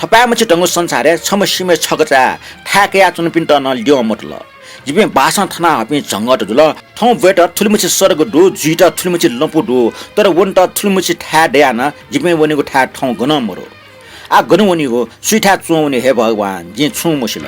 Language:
Newari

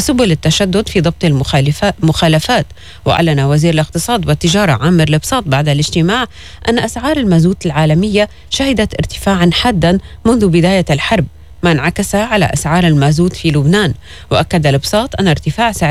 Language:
Arabic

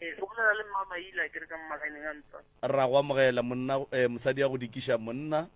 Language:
Northern Sotho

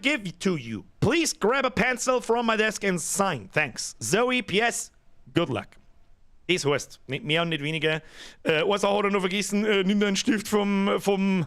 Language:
Bavarian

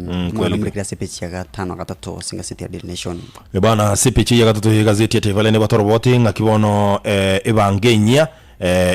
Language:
Gusii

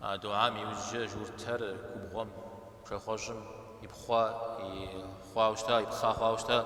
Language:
Kabardian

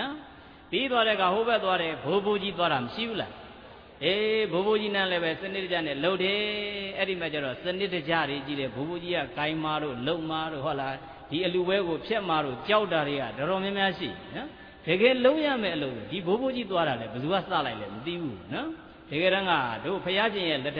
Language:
Burmese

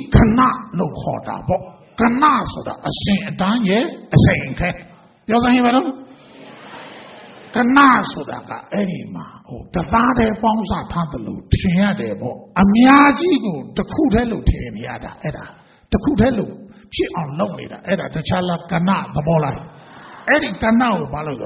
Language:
Burmese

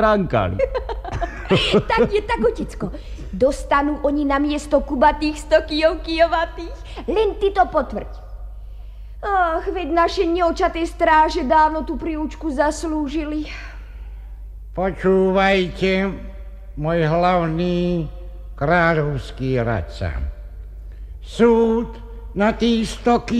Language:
Slovak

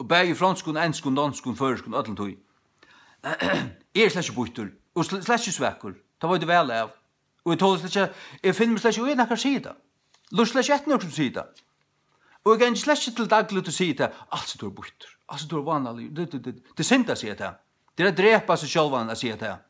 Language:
Faroese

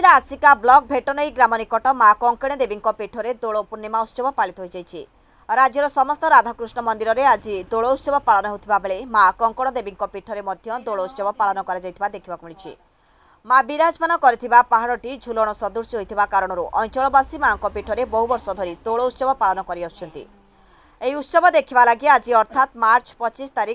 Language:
Odia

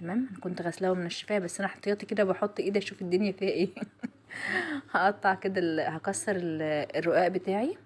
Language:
Egyptian Arabic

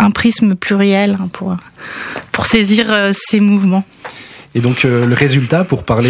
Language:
French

